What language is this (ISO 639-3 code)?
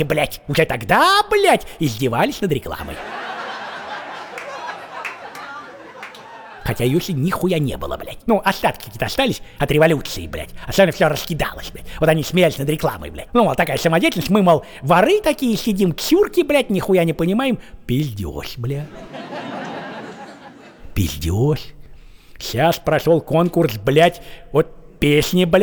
rus